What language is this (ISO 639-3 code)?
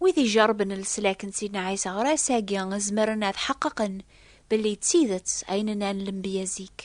kab